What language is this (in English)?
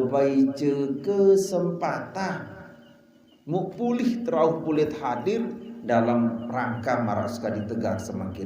Sasak